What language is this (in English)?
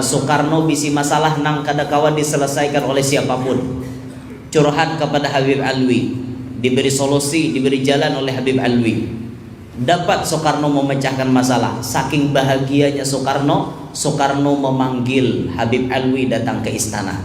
Banjar